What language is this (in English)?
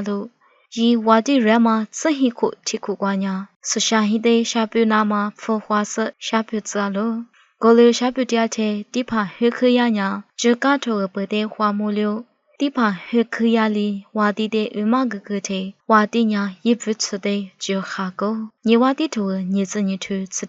Lisu